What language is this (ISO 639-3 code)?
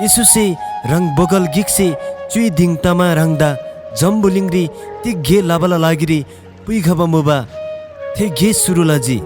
taj